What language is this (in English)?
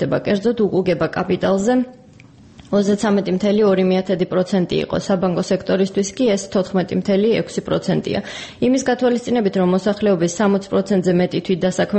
Georgian